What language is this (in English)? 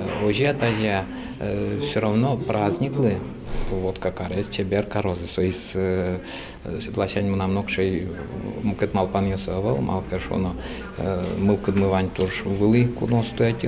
Udmurt